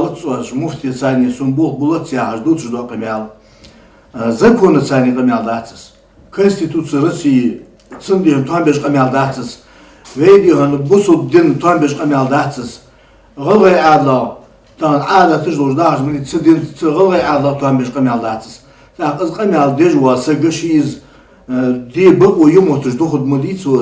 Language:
Ingush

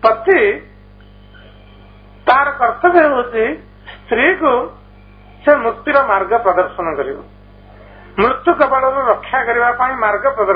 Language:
Odia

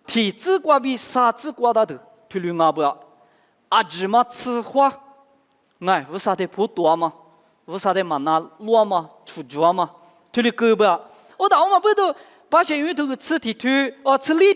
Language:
Lisu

